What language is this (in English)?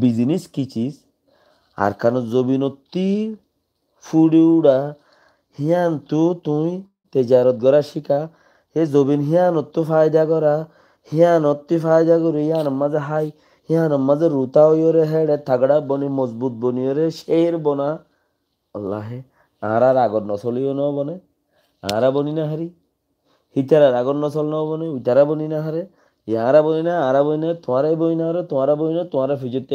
Rohingya